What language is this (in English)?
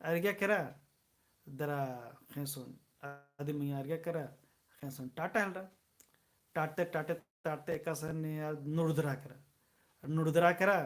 Kurukh